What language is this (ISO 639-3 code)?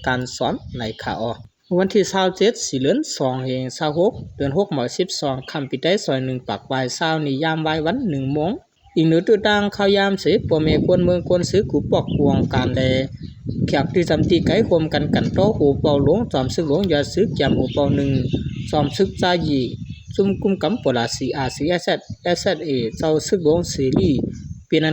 shn